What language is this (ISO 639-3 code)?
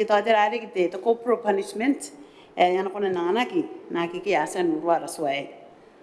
gil